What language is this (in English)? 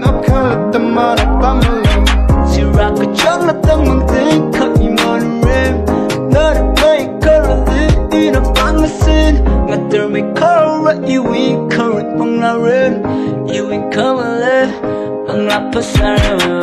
Tangkhul Naga (India)